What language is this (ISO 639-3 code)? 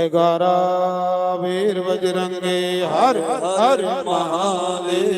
doi